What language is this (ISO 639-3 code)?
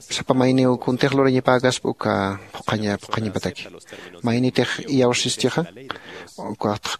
aym